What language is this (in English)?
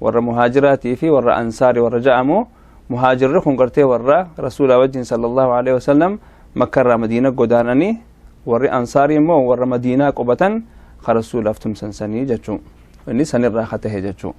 Oromo